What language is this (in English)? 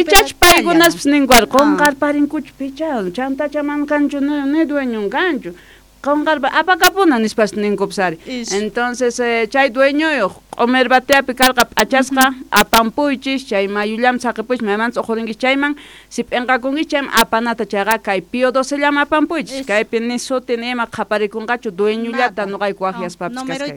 South Bolivian Quechua